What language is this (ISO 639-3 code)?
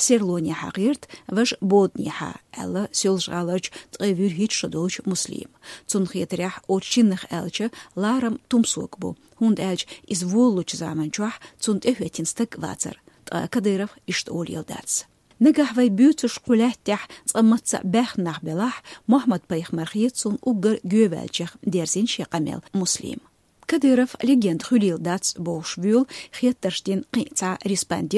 che